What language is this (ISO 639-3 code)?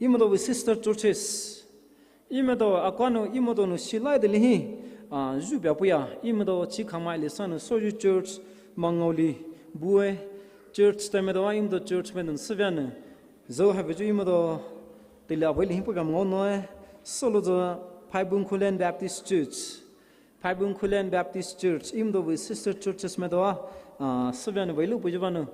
pmx